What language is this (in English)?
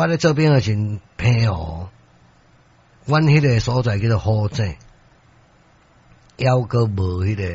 Min Nan Chinese